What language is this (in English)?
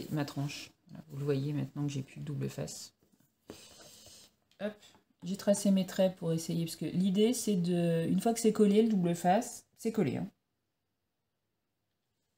French